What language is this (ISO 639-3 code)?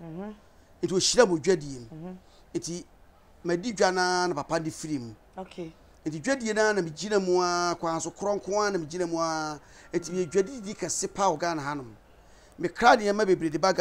aka